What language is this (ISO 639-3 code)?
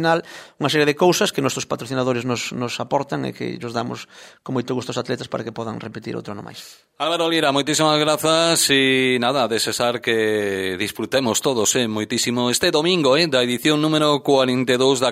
glg